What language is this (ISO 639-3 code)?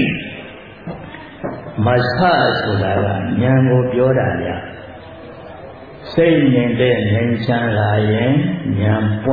mya